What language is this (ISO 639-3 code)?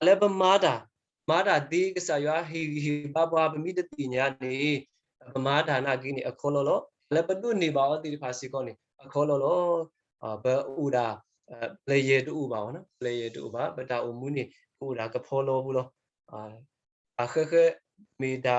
ksw